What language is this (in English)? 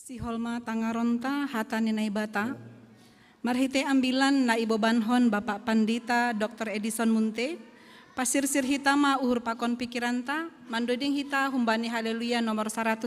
Batak Simalungun